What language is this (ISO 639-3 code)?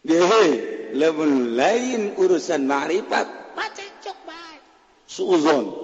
sun